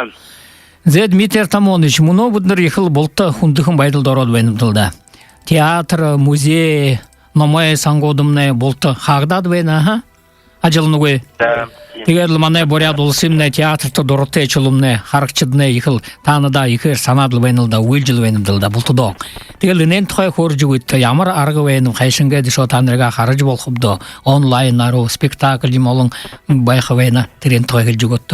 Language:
Buriat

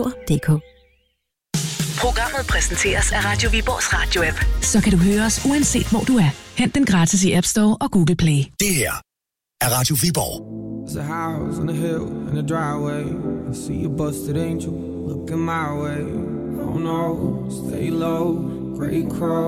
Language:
Danish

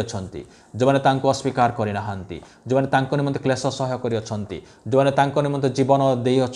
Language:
Odia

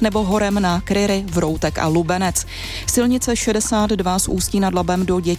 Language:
Czech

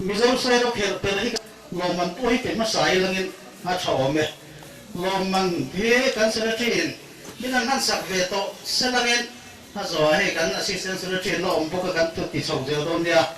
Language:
Mizo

